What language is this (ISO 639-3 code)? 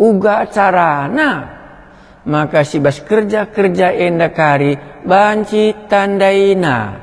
btx